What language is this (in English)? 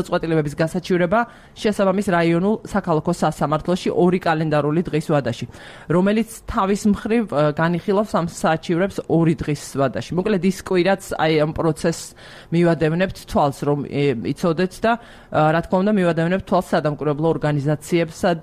Georgian